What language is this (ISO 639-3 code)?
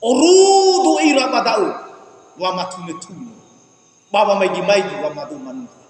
nia